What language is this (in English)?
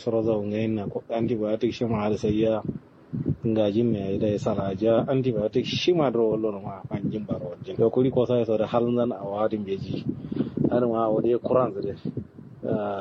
Kanuri